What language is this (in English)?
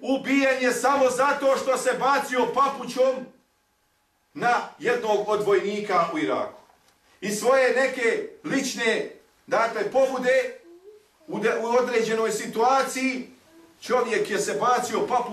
Bosnian